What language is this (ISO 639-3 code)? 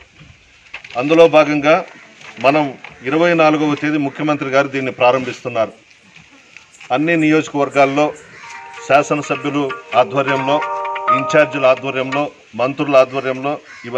tel